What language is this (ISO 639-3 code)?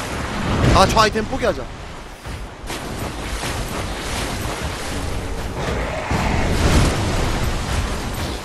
kor